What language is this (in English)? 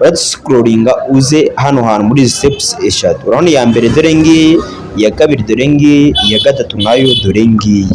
Kinyarwanda